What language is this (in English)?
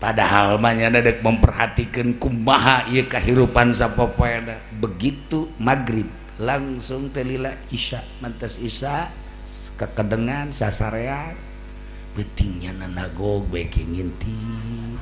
Sundanese